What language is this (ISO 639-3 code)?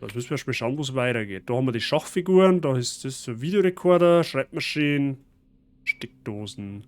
bar